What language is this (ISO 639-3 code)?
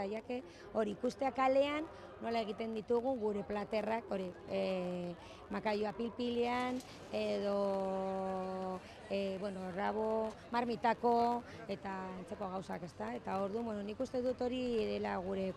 eus